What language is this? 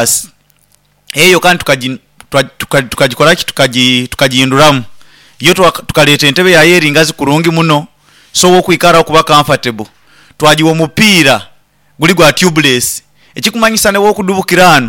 Nyoro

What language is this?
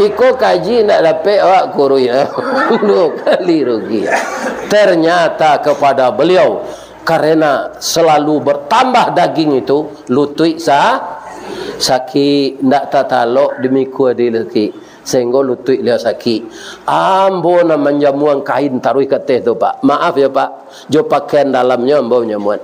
Minangkabau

